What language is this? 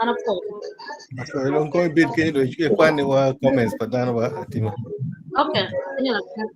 Acoli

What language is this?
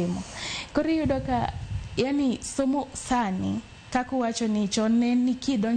Luo (Kenya and Tanzania)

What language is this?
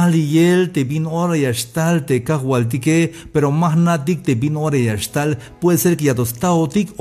Tzeltal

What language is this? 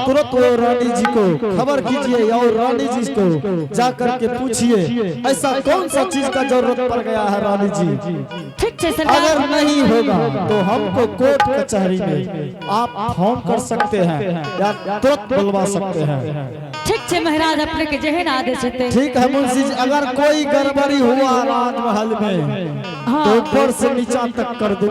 Angika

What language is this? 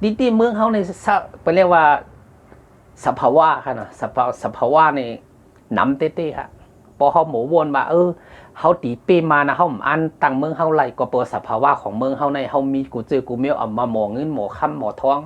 Shan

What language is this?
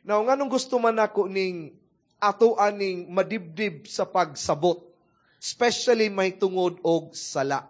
Cebuano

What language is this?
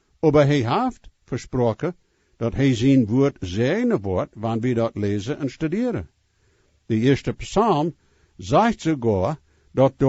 Plautdietsch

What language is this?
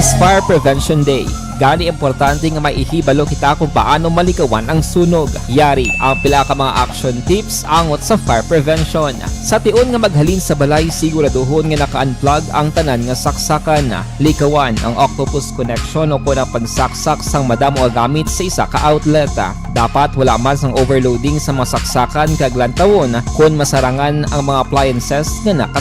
Hiligaynon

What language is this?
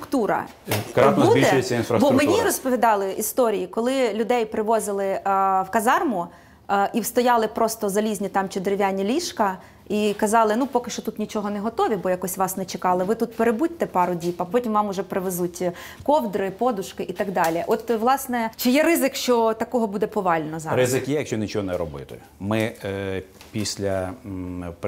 Ukrainian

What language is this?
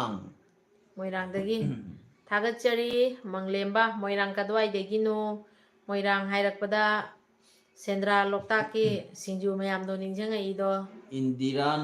Manipuri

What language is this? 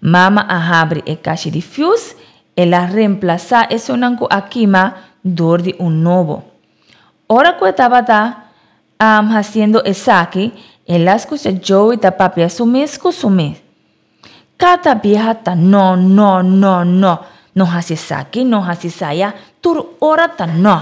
Papiamento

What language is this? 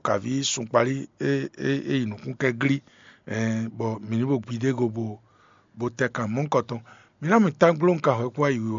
Fon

